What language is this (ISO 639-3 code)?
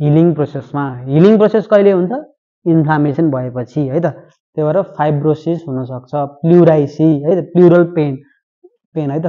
nep